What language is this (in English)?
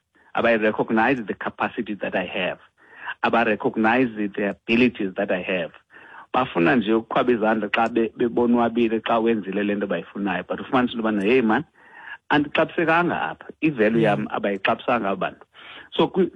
Xhosa